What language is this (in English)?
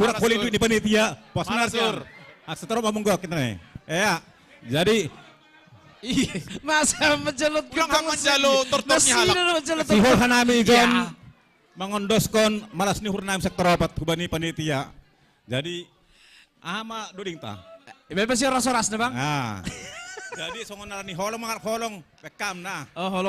Batak Simalungun